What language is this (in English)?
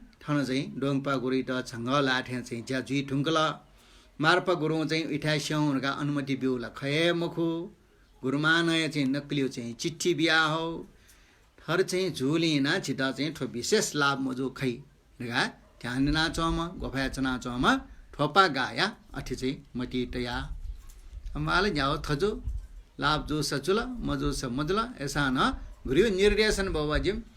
Newari